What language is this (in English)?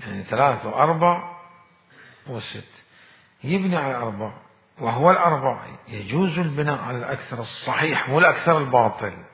Mesopotamian Arabic